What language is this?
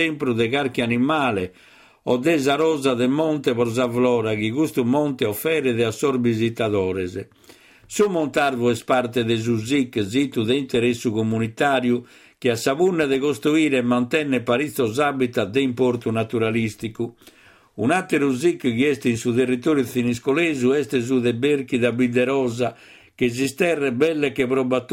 Sardinian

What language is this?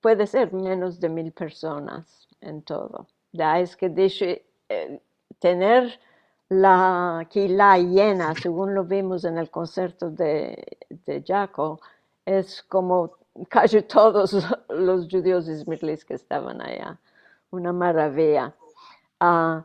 Ladino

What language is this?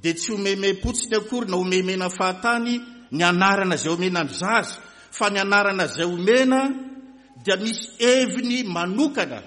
Malagasy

